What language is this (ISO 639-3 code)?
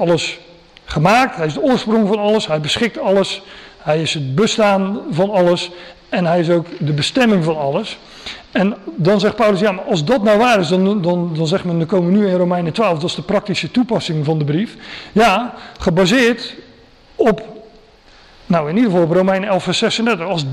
nld